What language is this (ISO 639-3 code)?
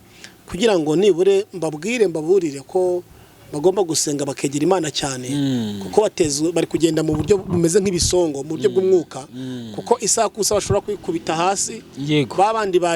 kin